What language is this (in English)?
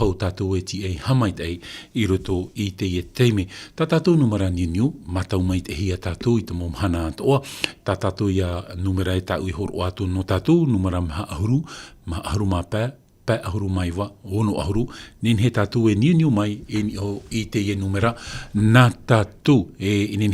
Tahitian